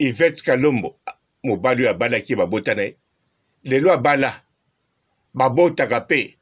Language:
Lingala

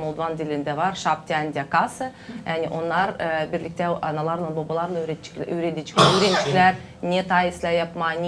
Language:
Gagauz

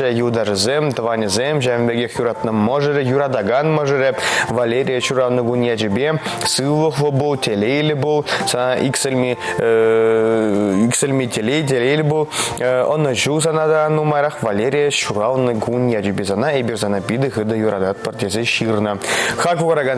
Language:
Chuvash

